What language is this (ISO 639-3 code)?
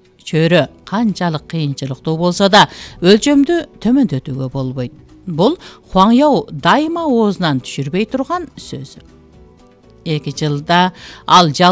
kir